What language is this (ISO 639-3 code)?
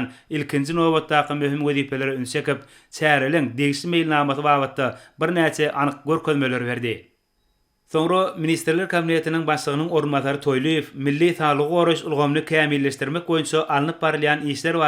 tuk